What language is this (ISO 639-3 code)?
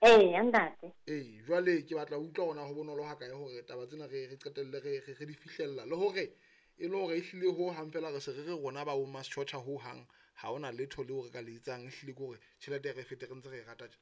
sot